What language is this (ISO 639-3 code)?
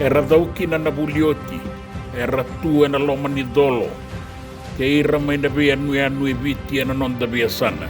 fij